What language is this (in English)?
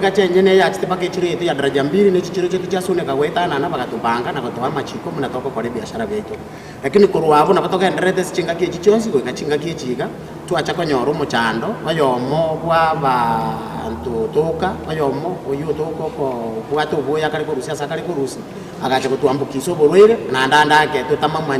Gusii